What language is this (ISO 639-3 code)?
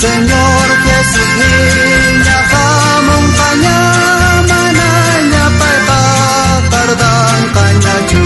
quh